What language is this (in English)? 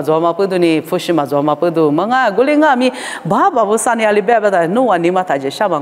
Lisu